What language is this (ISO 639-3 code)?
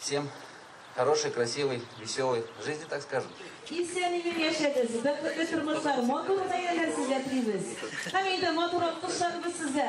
tat